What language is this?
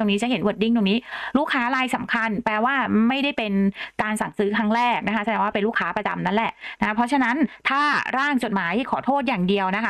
Thai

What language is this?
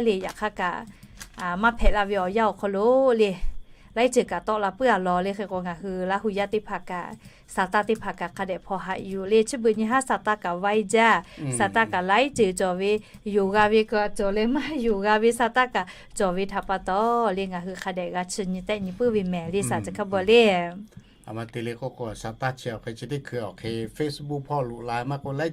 Lahu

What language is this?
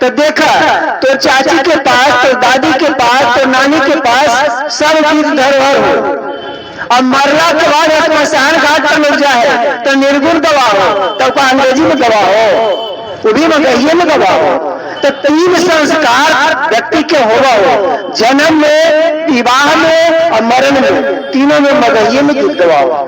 Magahi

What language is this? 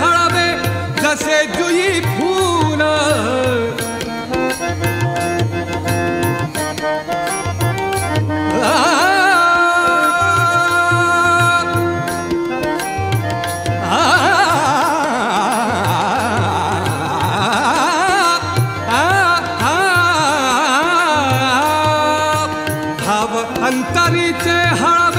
Marathi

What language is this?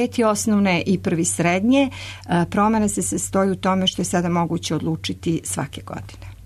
Serbian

